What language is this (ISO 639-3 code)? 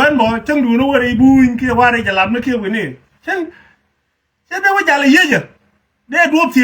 nus